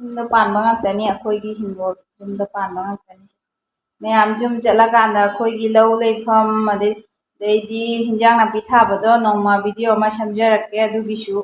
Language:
Manipuri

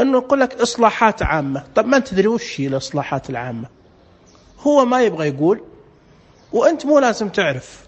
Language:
Najdi Arabic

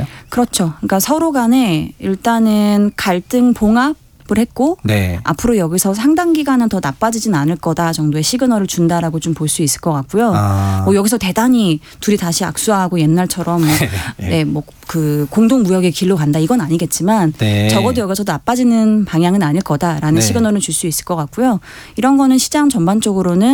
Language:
Korean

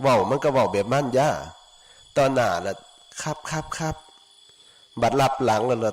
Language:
Northeastern Thai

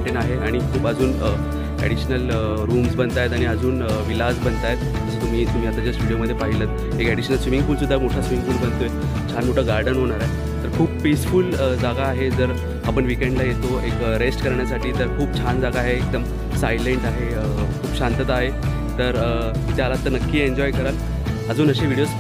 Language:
Marathi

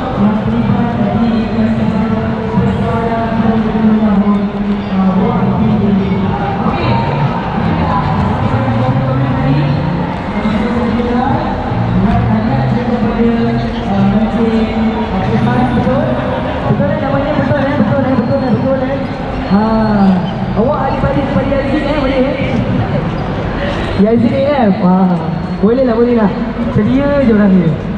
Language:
Malay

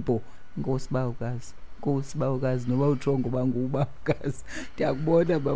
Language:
Xhosa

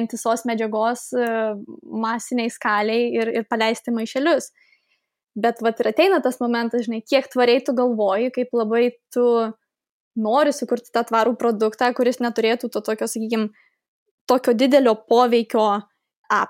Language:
Lithuanian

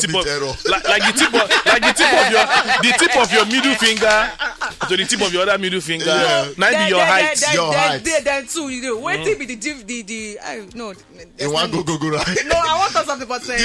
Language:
Nigerian Pidgin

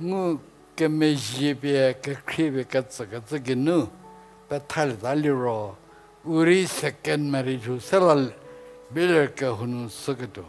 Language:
Angami Naga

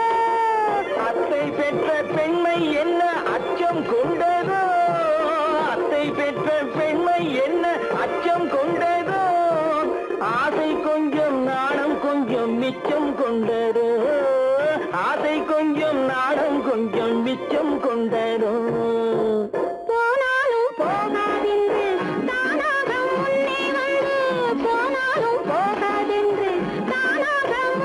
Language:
Tamil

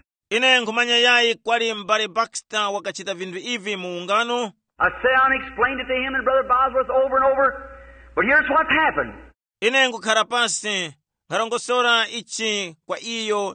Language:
Tumbuka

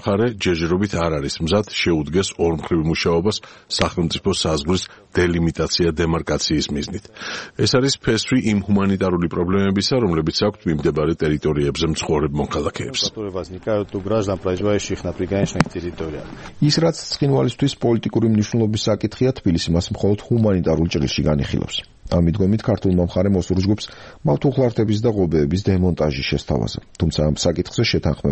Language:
Georgian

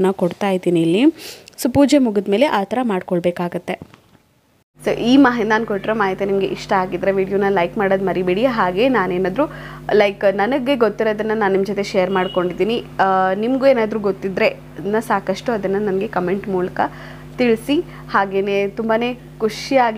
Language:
Kannada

